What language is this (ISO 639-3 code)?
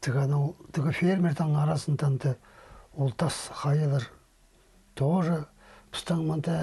kjh